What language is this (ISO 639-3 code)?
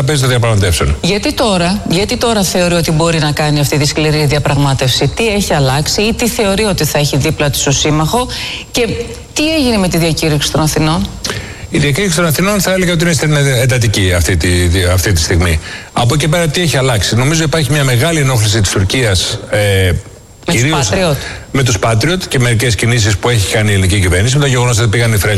ell